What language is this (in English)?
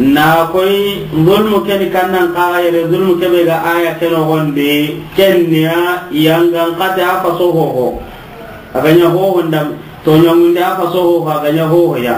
Soninke